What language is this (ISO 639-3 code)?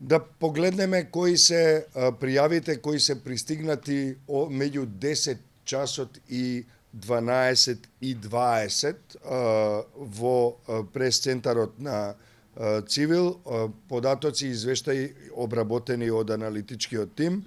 mkd